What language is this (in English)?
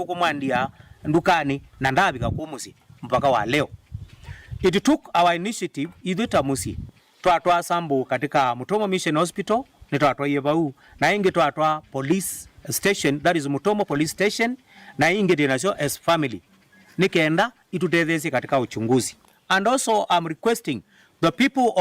Kamba